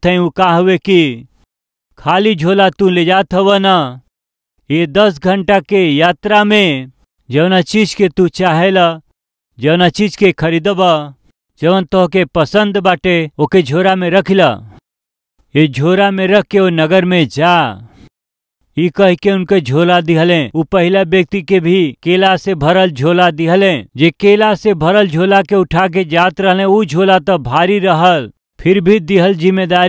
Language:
Bhojpuri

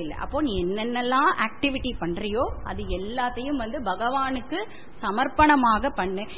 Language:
Tamil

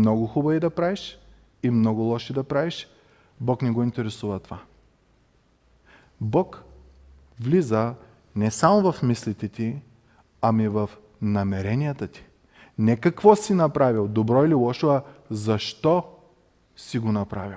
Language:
Bulgarian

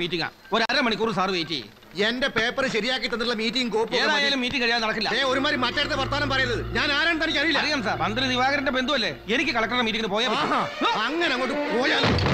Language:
Malayalam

